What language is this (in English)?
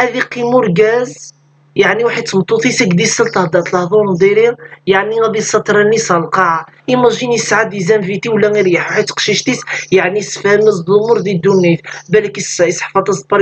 Kabyle